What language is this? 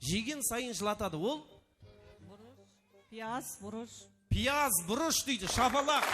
Kara-Kalpak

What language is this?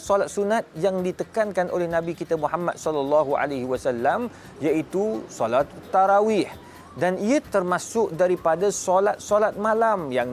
Malay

